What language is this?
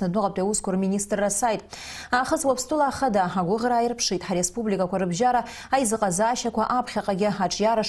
Abkhazian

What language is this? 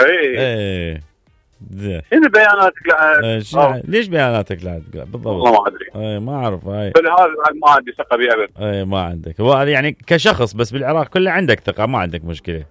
Mesopotamian Arabic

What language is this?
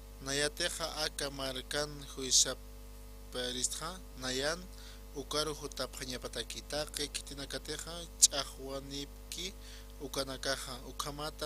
Aymara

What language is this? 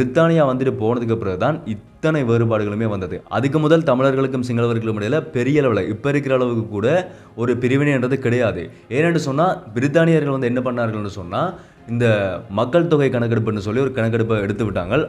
Tamil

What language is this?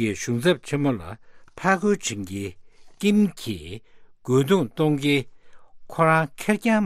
Tibetan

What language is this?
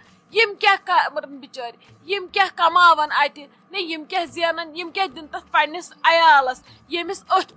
Kashmiri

